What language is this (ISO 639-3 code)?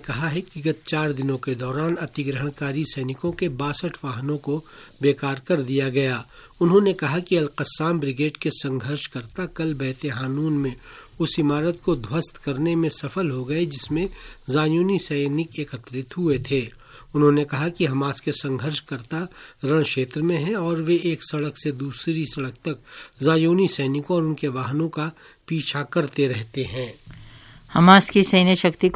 hin